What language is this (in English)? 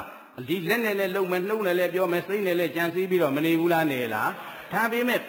Burmese